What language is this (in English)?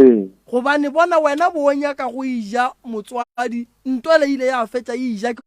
Northern Sotho